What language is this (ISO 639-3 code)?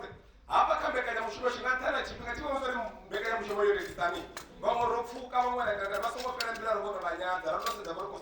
ven